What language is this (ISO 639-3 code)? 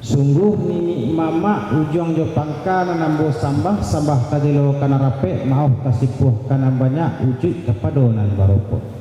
min